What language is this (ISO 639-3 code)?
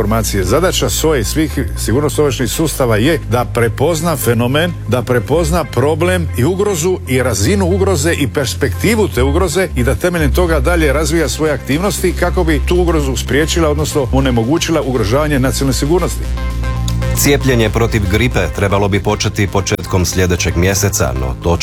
hrv